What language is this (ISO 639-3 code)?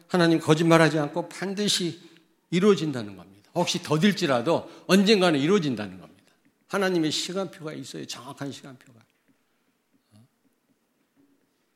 kor